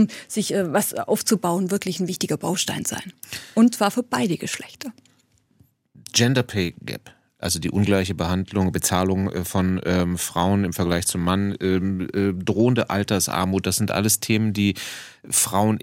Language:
German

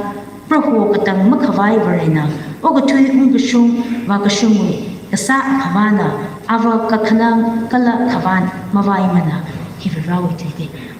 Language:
Tangkhul Naga (India)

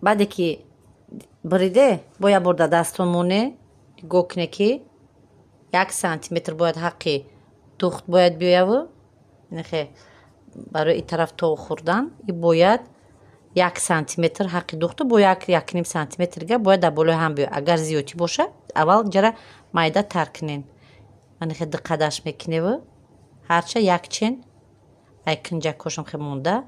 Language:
Tajik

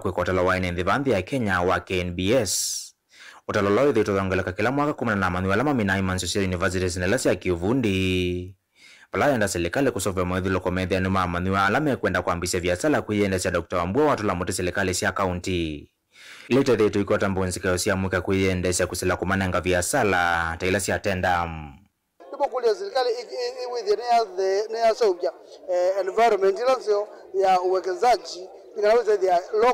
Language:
Kamba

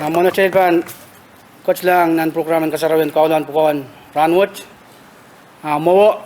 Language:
Pohnpeian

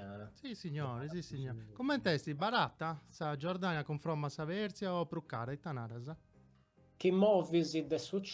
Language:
Sardinian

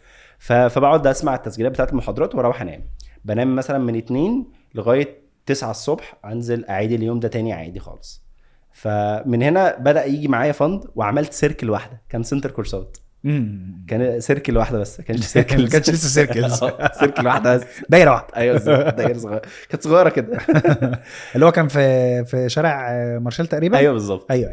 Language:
Egyptian Arabic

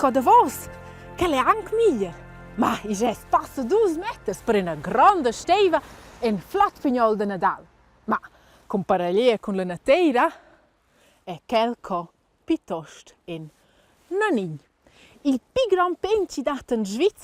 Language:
Romansh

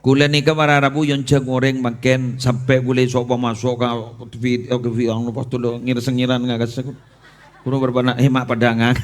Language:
Madurese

